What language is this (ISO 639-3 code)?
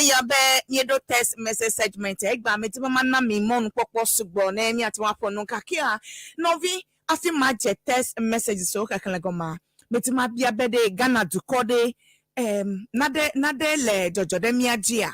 ewe